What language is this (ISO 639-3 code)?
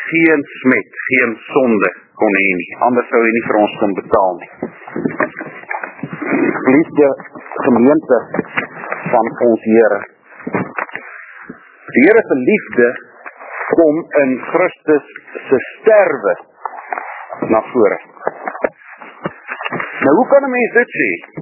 afr